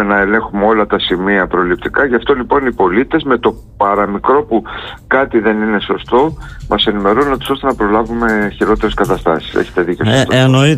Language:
Greek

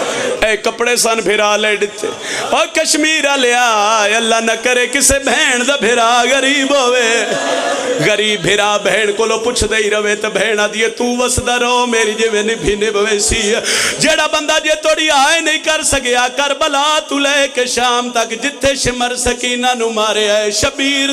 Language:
Pahari-Potwari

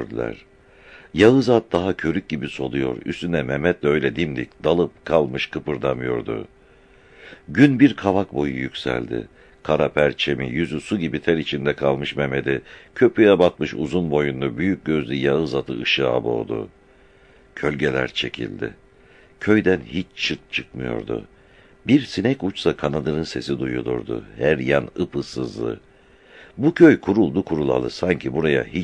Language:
Turkish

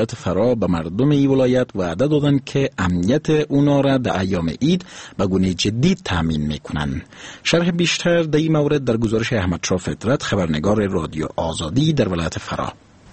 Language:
Persian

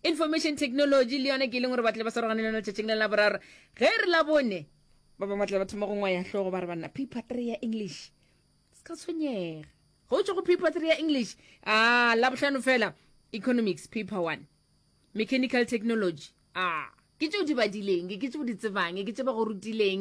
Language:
Northern Sotho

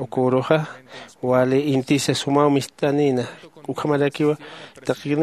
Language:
Aymara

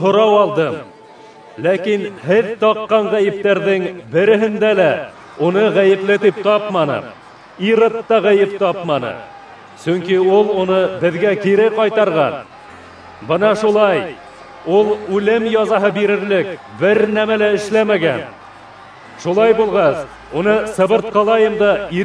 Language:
Bashkir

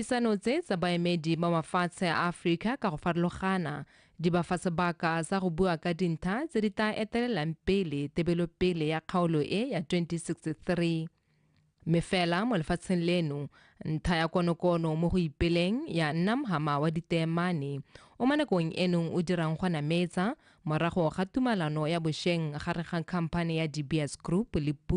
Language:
Tswana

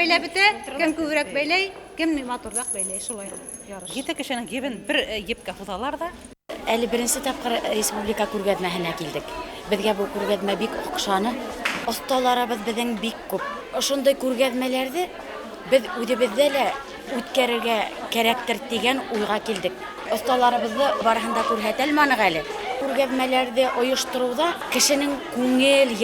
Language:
Bashkir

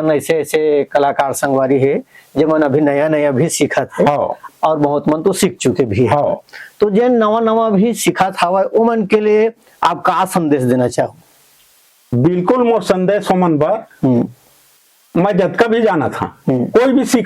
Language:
Chhattisgarhi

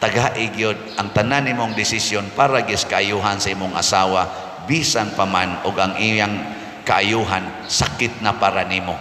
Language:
Cebuano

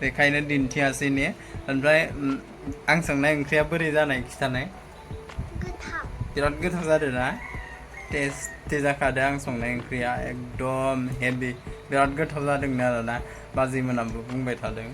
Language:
Bodo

